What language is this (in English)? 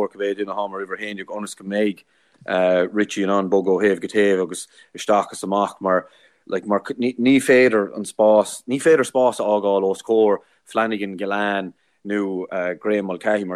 Irish